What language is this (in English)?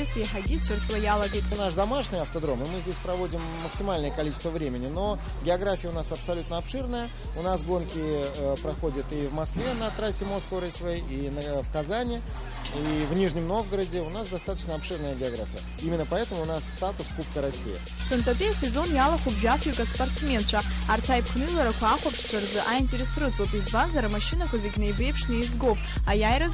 Abkhazian